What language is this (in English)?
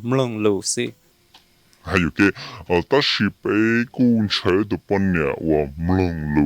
Hmong